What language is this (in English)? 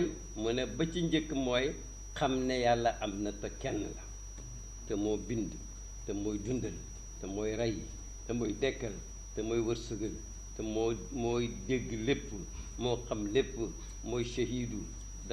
Wolof